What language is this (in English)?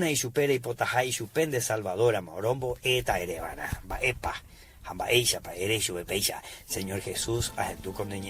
Guarani